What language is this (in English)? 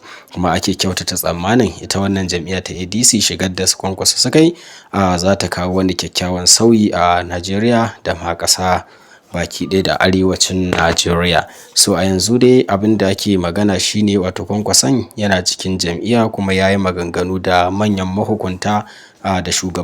Hausa